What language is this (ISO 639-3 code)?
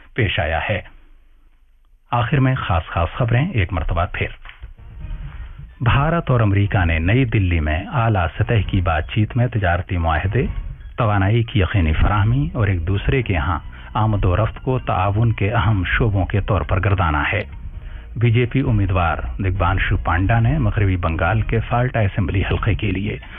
urd